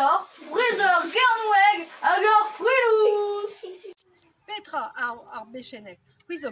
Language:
Breton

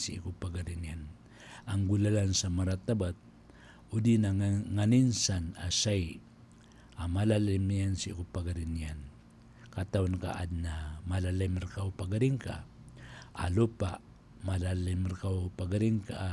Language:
Maranao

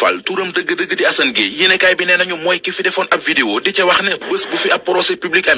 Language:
Wolof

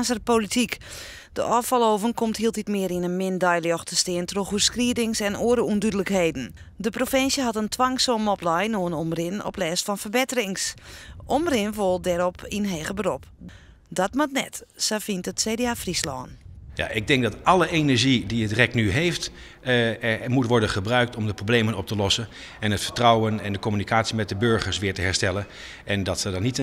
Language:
Western Frisian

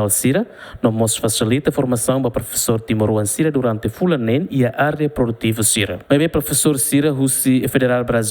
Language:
Tetum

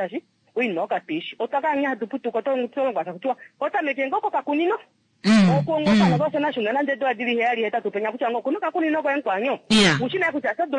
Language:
Kuanyama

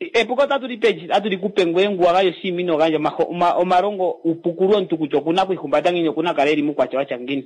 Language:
Kuanyama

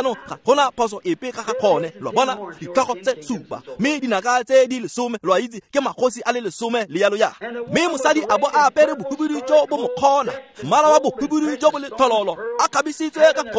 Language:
Tswana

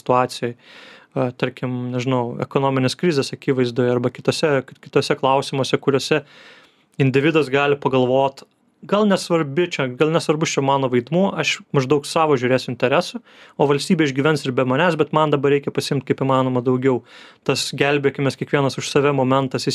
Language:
Lithuanian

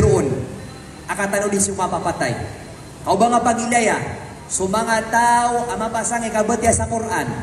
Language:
Maranao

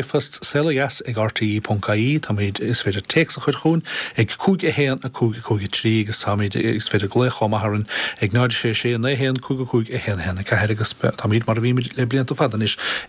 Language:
Irish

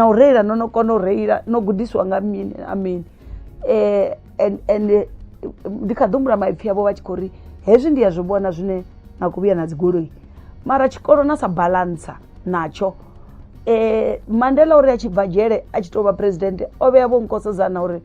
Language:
Venda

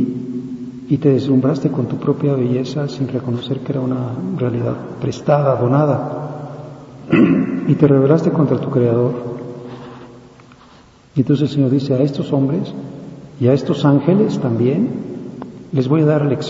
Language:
Spanish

